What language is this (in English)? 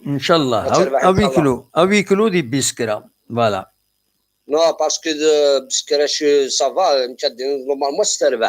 Kabyle